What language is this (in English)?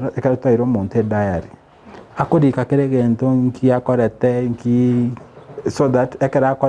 Gusii